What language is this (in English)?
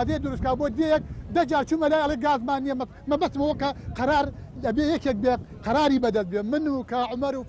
Central Kurdish